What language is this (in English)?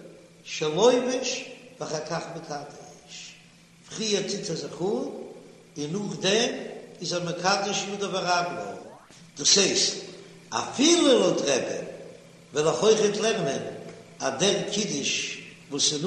Yiddish